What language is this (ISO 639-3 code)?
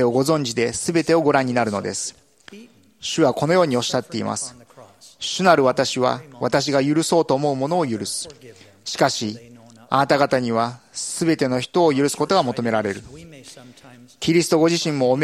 jpn